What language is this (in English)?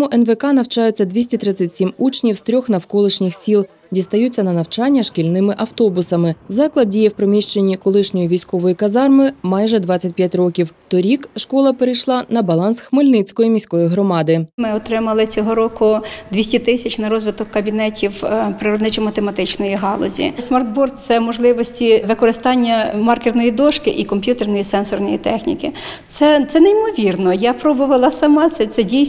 Ukrainian